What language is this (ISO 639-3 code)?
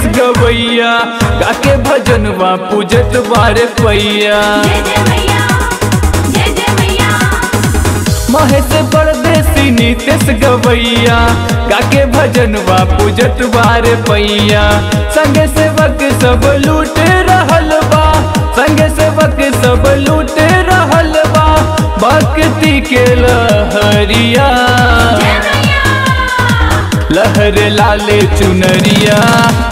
bho